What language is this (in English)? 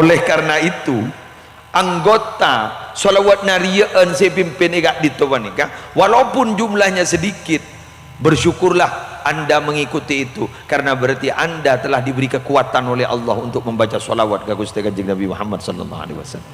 Madurese